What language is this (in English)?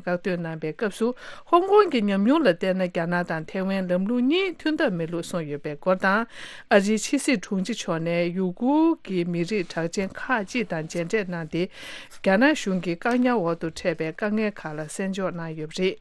Tibetan